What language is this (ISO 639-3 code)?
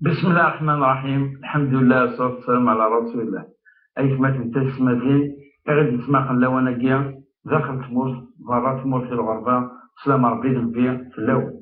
kab